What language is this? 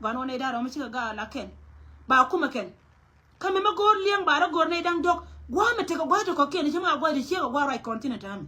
Nuer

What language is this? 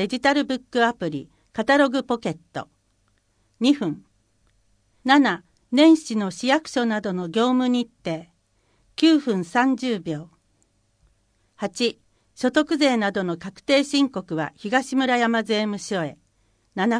Japanese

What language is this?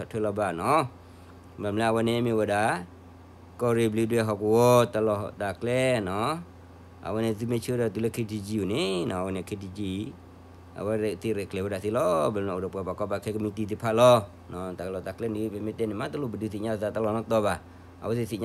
S'gaw Karen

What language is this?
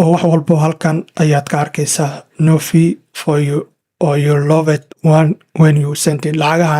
Somali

